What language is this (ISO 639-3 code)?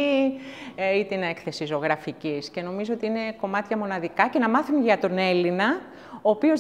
ell